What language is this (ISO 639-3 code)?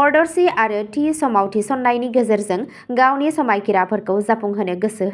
brx